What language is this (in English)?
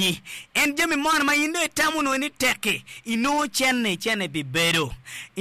Acoli